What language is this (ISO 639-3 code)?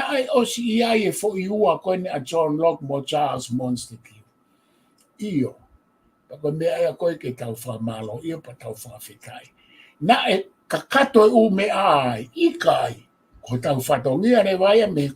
ton